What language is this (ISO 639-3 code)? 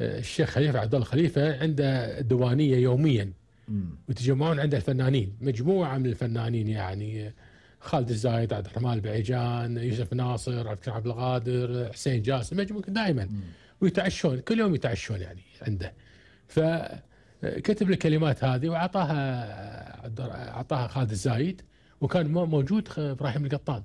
afb